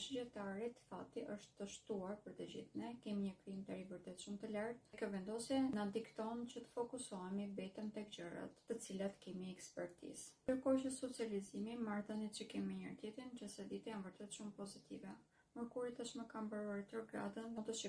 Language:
Albanian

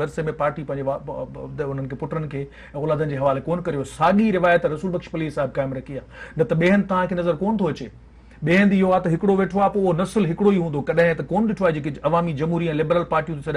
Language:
Sindhi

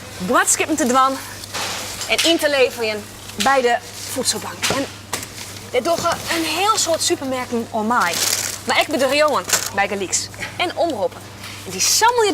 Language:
Western Frisian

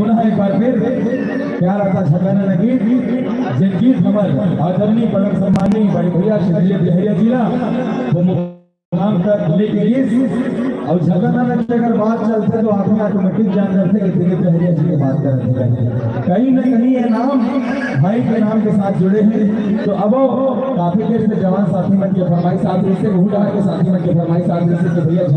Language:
Chhattisgarhi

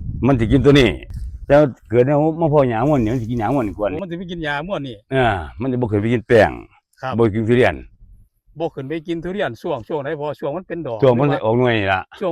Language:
Northeastern Thai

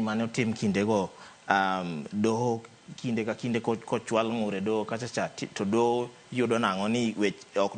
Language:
Luo (Kenya and Tanzania)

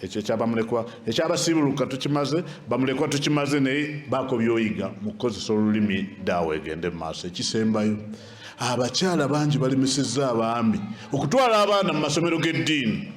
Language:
Ganda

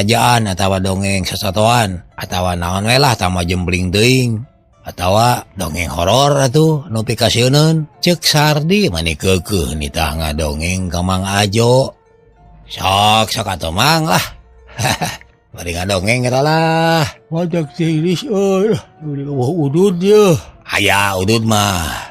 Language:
Sundanese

